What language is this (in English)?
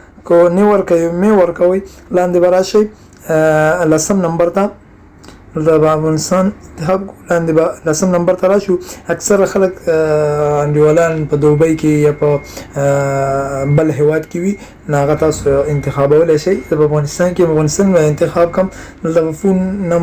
Pashto